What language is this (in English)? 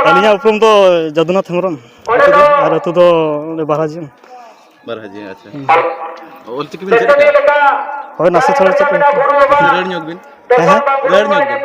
Santali